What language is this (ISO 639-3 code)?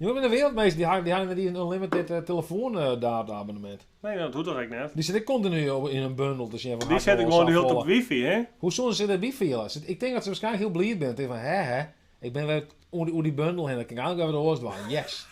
fry